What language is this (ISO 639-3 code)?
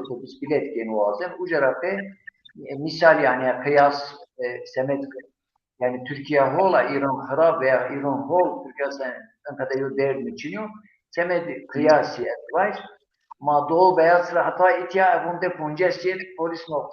zza